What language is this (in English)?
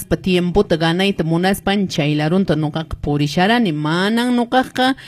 Quechua